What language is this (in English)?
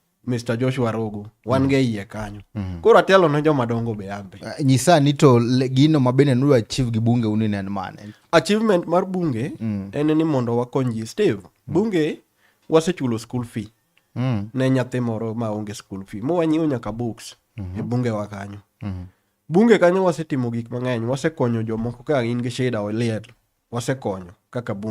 Luo (Kenya and Tanzania)